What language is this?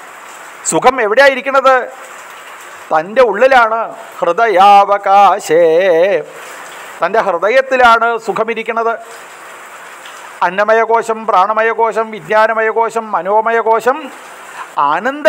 Malayalam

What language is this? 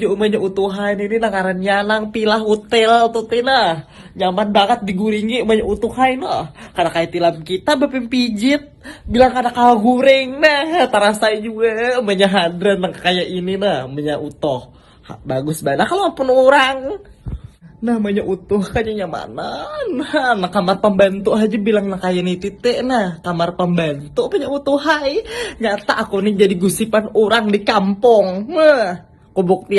Banjar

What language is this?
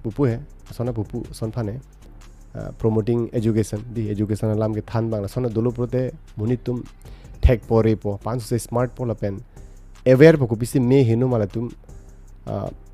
Karbi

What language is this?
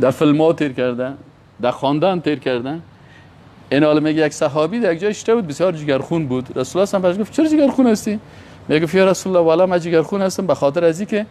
Persian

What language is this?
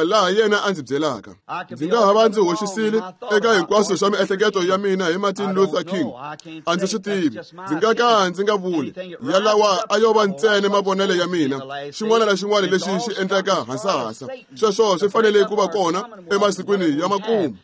Tsonga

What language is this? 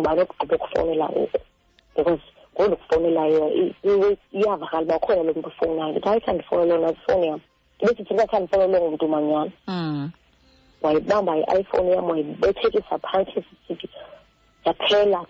Xhosa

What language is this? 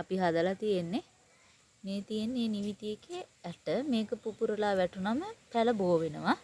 Sinhala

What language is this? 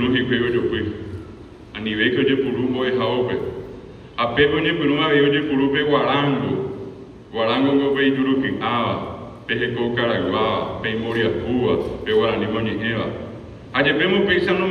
Guarani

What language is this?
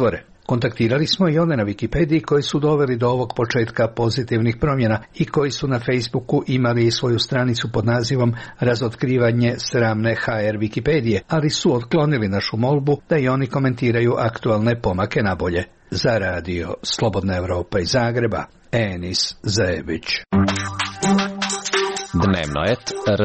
Croatian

